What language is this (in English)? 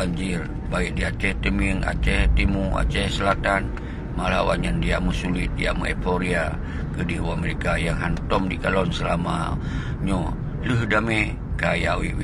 Achinese